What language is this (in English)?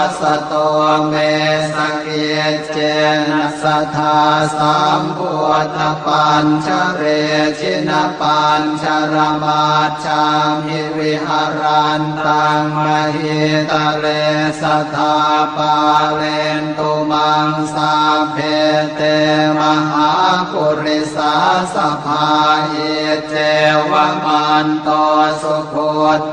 Pali